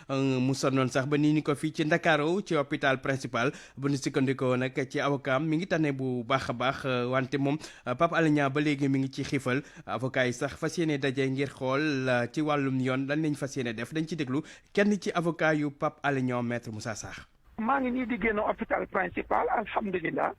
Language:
Wolof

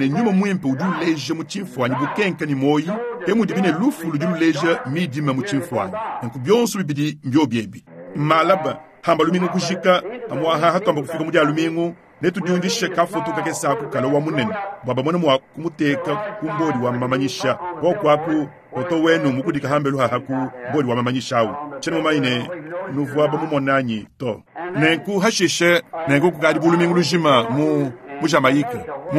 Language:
Luba-Lulua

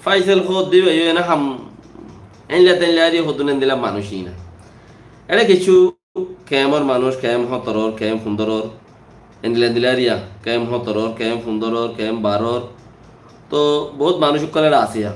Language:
Rohingya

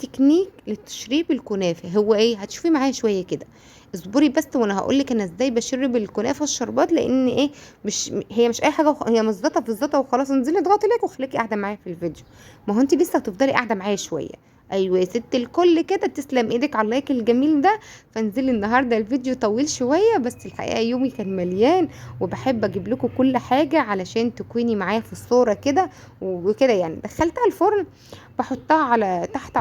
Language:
Egyptian Arabic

